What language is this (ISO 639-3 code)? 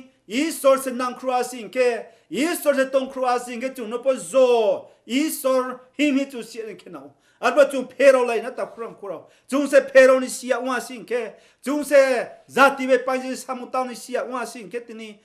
ria